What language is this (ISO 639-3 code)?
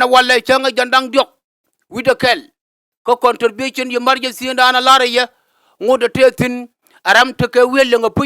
nus